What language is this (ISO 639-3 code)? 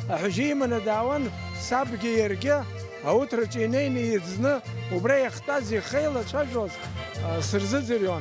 abk